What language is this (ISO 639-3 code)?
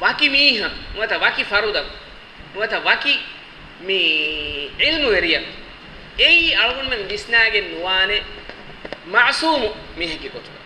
div